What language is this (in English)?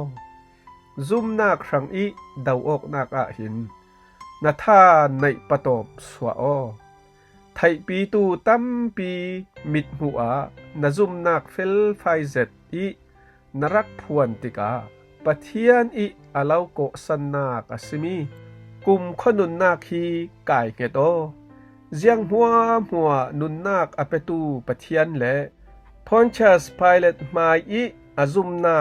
Falam Chin